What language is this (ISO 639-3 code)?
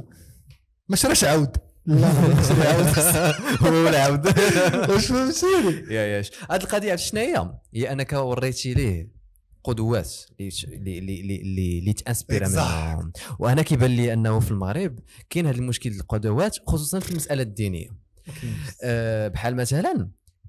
ary